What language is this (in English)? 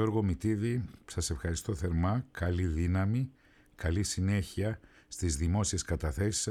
Greek